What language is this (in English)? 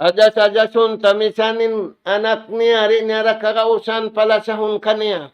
Tausug